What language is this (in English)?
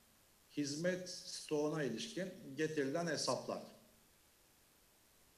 Turkish